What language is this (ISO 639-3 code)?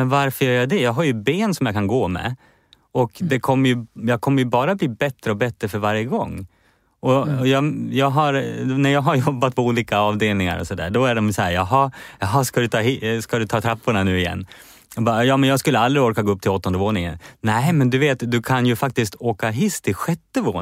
swe